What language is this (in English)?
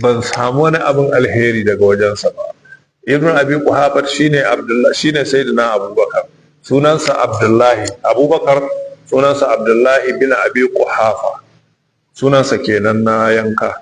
Hausa